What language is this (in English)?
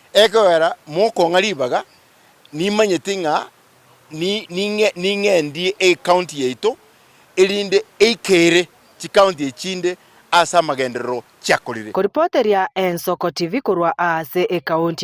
Gusii